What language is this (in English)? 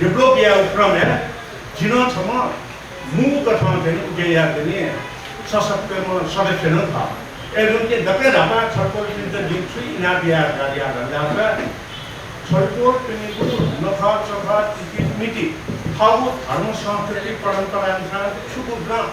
Newari